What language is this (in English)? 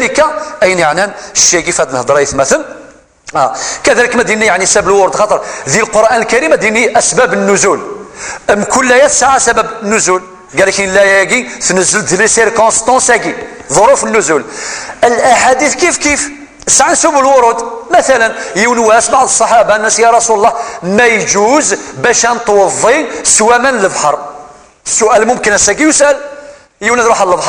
Kabyle